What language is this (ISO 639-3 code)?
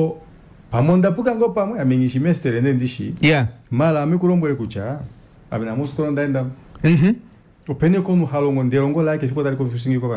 kua